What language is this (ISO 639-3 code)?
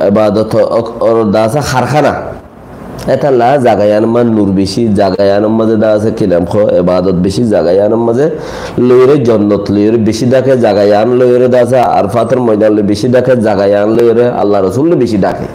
rhg